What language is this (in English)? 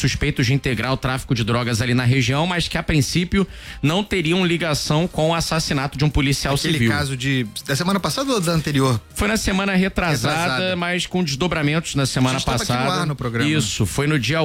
Portuguese